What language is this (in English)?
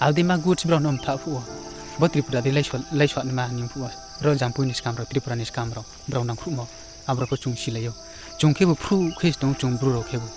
Riang (India)